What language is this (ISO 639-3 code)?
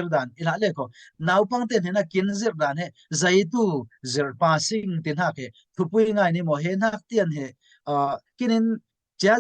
cfm